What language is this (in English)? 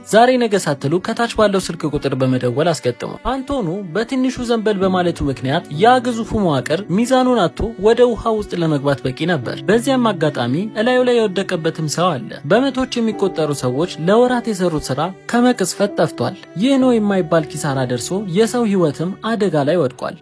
Amharic